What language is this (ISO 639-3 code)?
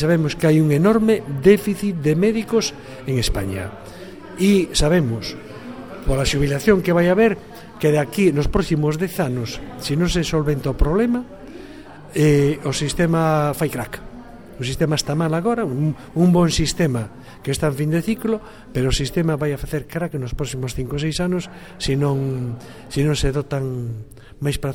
glg